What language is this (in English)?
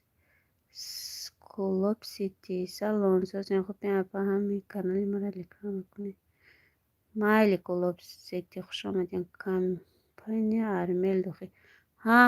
Tajik